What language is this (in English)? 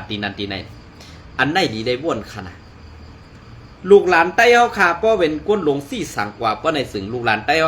Shan